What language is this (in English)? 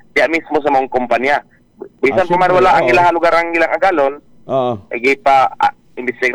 Cebuano